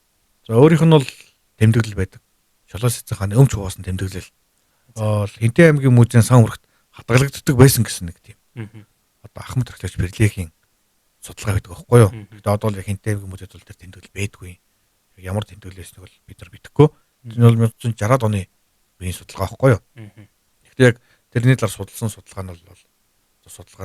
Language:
Mongolian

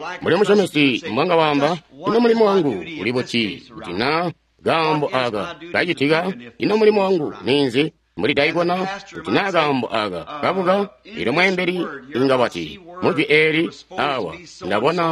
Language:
Tonga (Zambia)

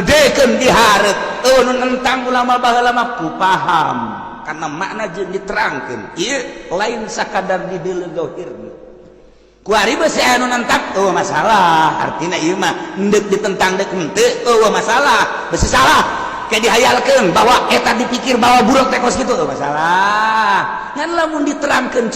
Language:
Sundanese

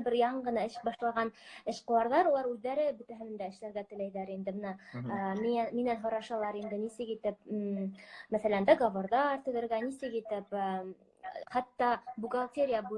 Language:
Bashkir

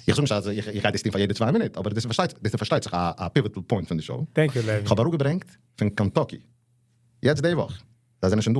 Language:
Yiddish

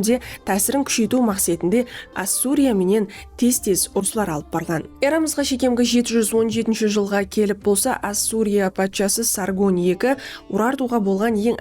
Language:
Kara-Kalpak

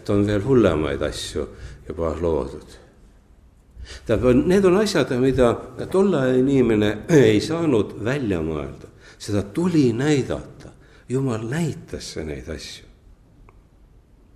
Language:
Estonian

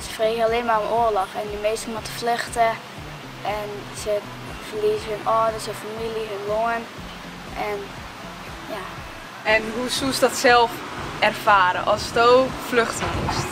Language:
Western Frisian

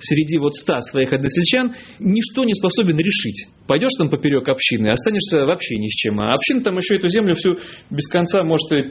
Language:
Russian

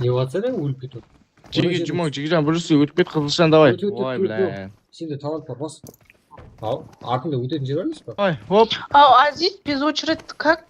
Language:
Kara-Kalpak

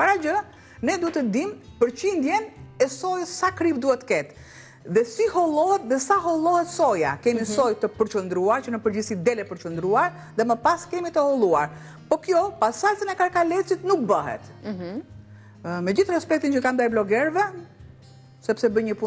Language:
Albanian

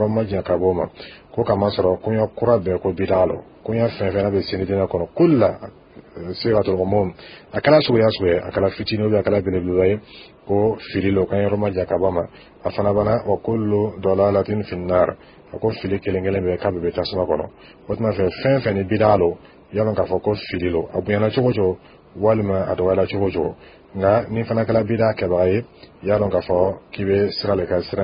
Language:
Dyula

